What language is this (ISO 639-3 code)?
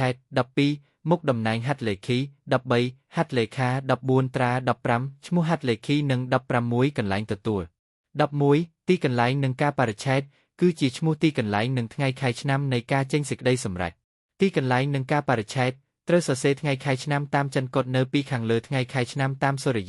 khm